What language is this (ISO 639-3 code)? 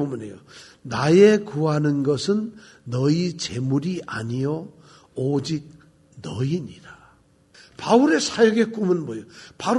kor